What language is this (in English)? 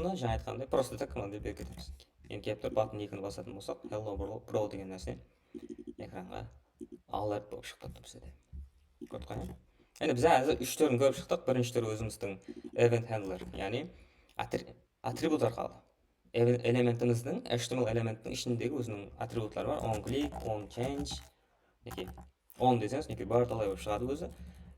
Kara-Kalpak